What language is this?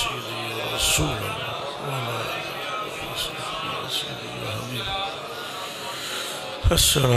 Urdu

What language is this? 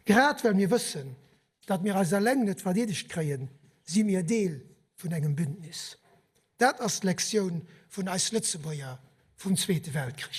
Luxembourgish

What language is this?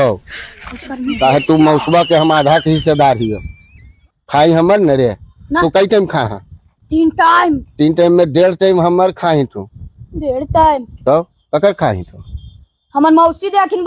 Magahi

